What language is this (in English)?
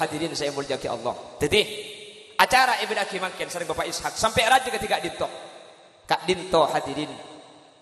Madurese